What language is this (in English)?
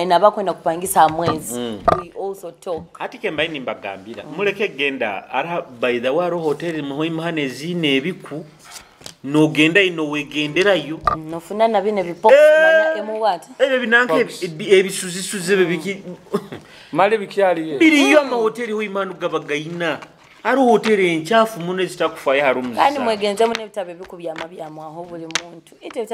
Nyoro